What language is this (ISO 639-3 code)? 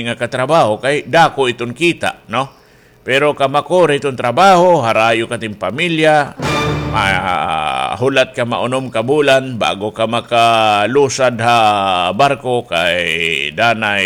war